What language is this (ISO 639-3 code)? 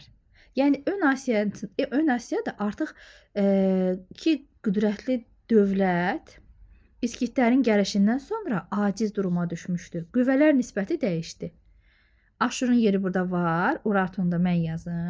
aze